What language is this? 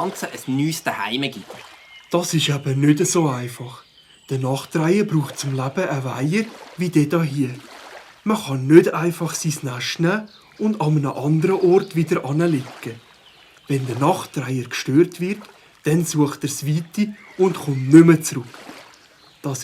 Swiss German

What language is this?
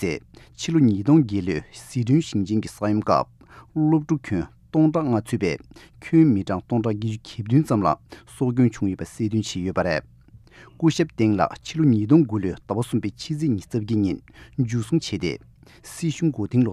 Tibetan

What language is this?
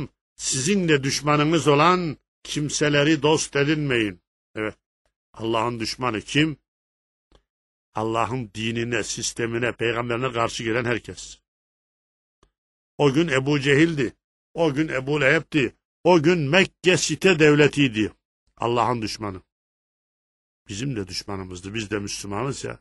Turkish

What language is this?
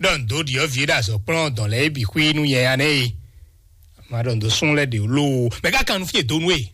Fon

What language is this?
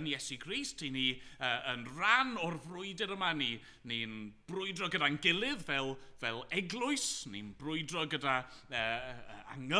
Welsh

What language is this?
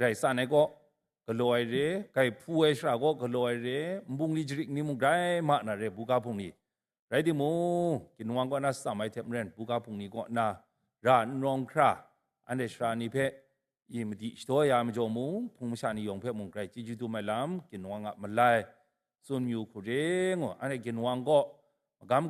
Kachin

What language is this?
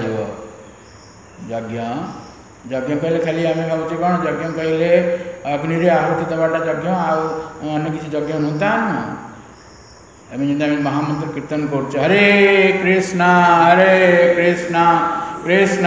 Odia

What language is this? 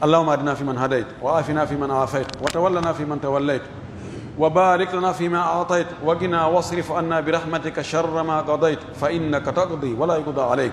Pular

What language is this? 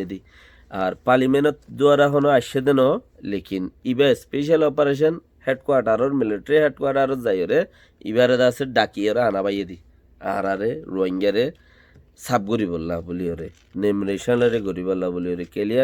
Rohingya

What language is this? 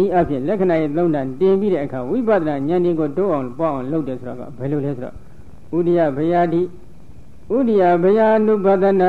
Burmese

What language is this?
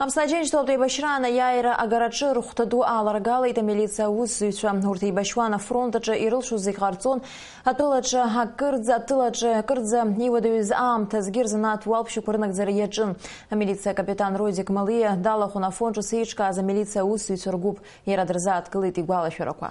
Abkhazian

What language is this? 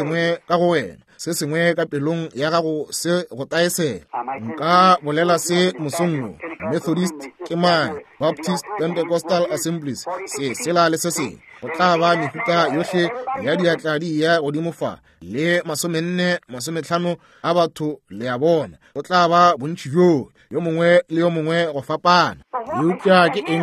Northern Sotho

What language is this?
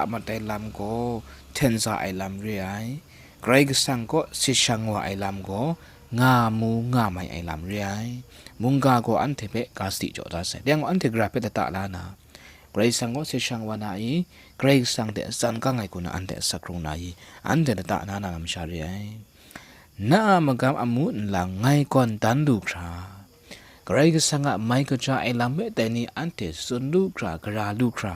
Kachin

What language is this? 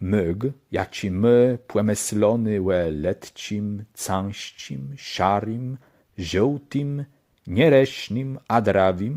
Kashubian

